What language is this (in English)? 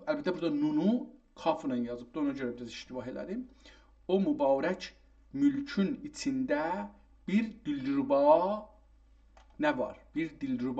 South Azerbaijani